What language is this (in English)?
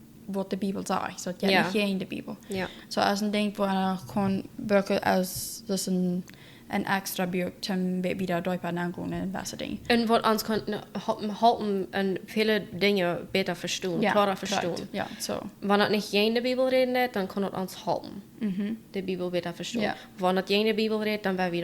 Plautdietsch